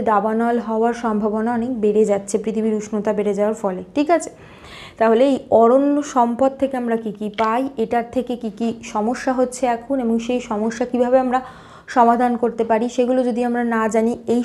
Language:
Bangla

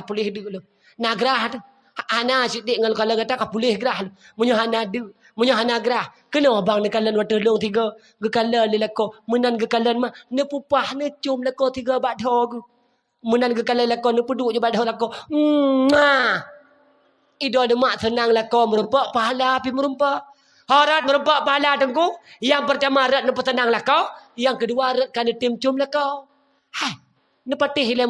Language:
Achinese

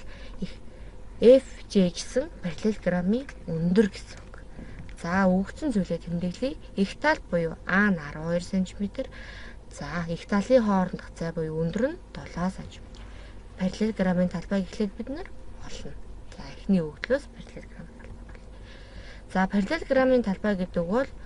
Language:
Mongolian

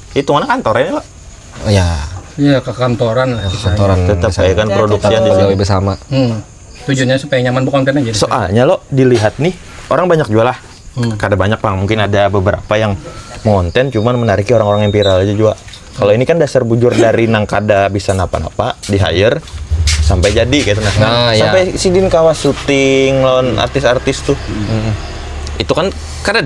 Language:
Banjar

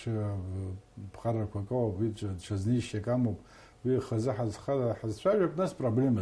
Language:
Abkhazian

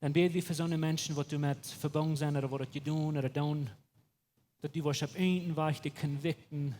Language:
Plautdietsch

